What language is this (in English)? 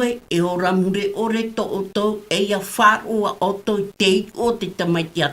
Tahitian